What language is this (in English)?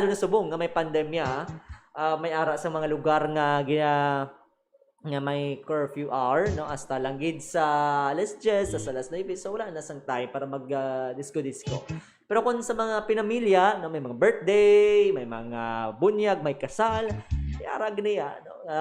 Hiligaynon